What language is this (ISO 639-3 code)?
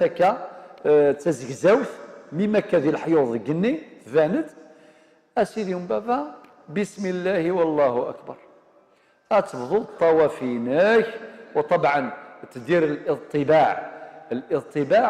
kab